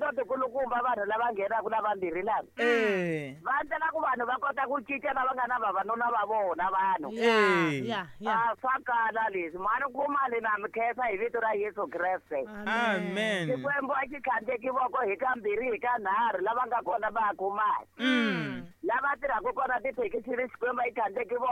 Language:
Tsonga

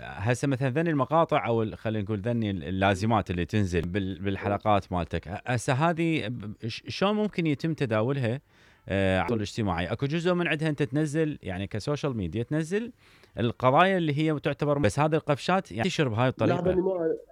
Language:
Mesopotamian Arabic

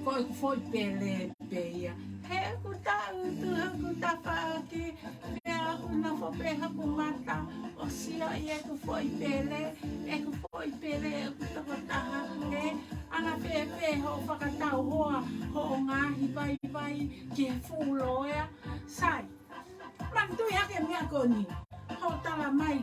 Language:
Tongan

